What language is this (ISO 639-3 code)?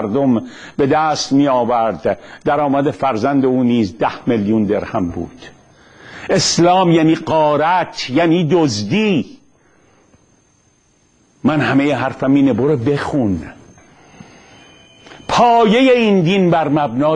fas